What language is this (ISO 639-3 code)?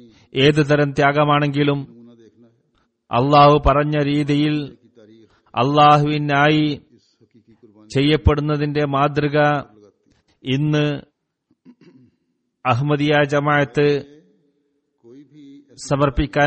mal